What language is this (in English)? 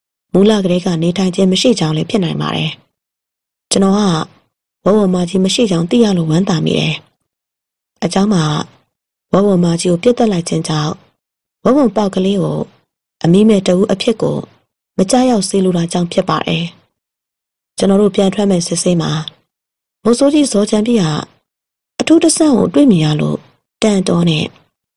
Burmese